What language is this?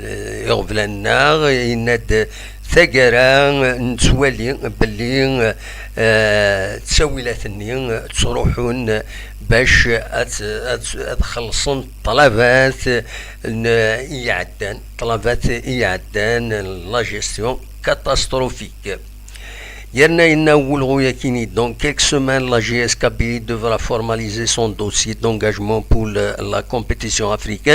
Kabyle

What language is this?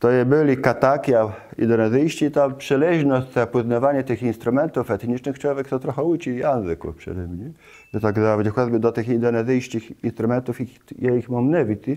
Kashubian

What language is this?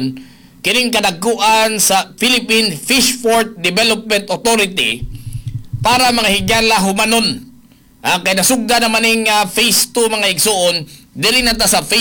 Cebuano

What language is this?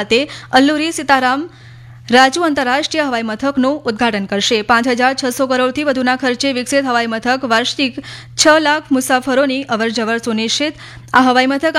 Gujarati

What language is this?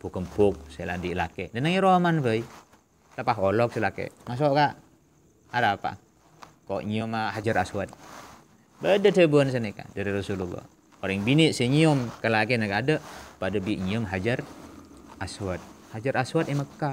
Madurese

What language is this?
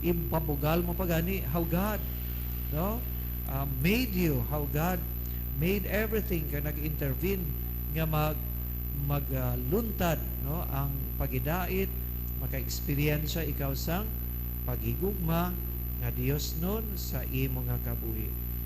Hiligaynon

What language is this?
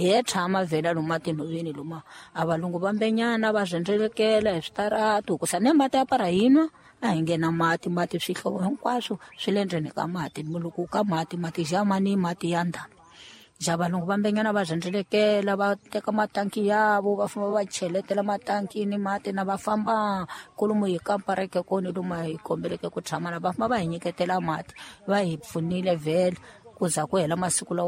Tsonga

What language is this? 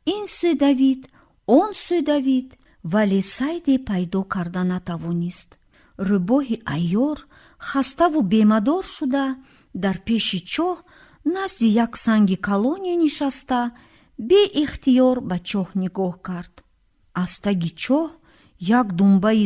Tajik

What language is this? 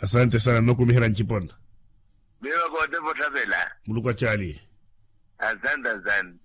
Makhuwa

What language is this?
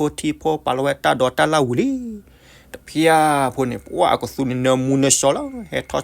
S'gaw Karen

